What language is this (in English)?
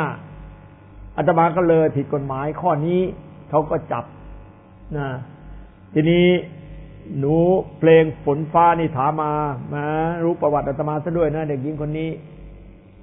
Thai